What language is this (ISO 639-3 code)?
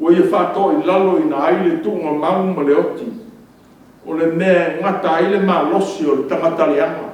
smo